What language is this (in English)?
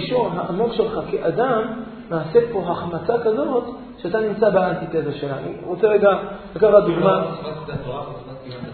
Hebrew